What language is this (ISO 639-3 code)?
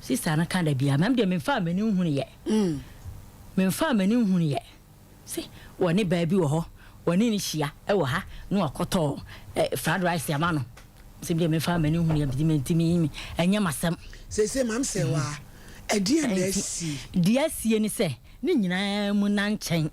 aka